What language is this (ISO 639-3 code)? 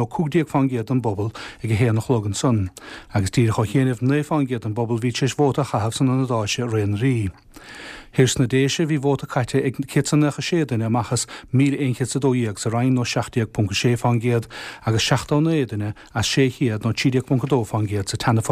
gle